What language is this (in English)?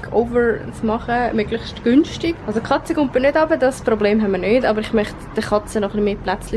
Swiss German